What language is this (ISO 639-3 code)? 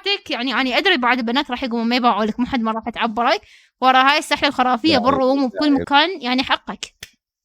acm